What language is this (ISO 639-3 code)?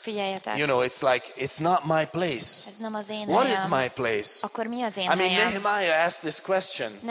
hun